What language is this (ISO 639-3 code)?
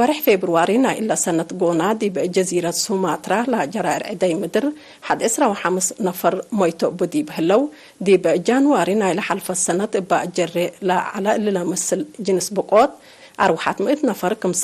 tig